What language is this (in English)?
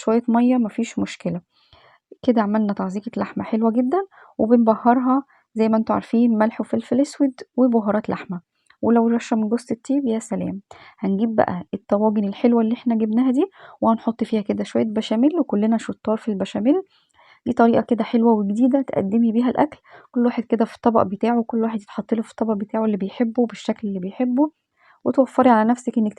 Egyptian Arabic